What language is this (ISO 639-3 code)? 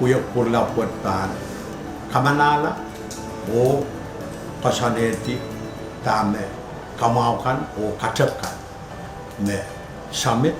pon